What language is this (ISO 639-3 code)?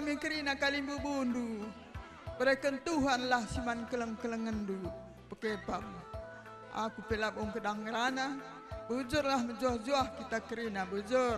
btx